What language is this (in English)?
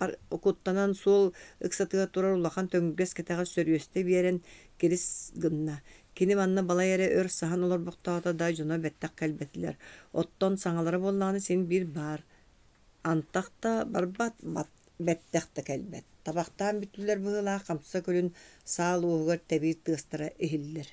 Yakut